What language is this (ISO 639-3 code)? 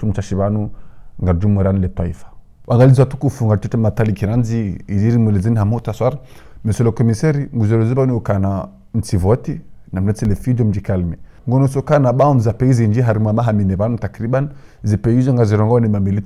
zdj